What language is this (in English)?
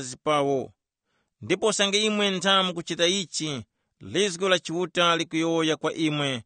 Tumbuka